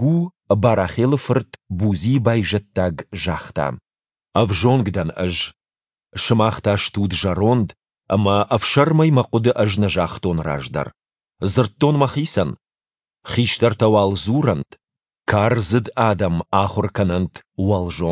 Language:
Ossetic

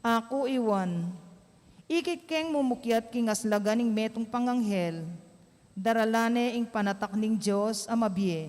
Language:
Pampanga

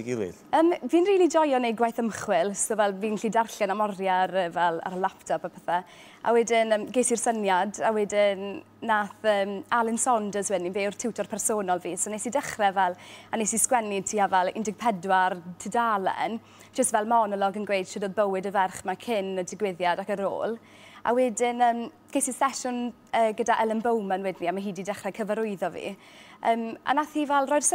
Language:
Welsh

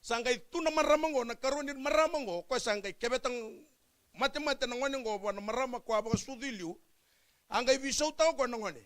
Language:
Fijian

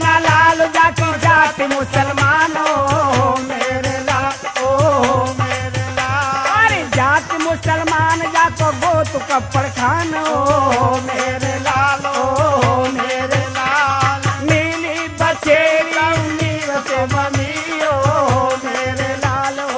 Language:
Braj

